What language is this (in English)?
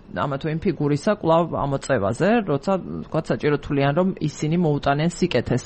Georgian